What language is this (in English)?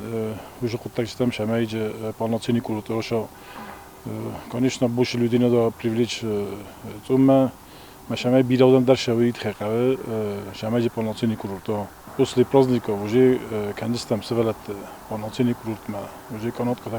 Ossetic